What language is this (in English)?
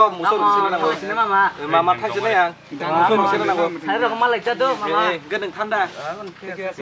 Kok Borok